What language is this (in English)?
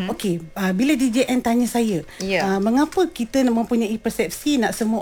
Malay